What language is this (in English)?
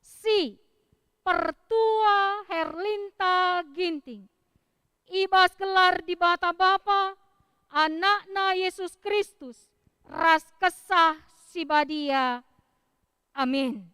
Batak Karo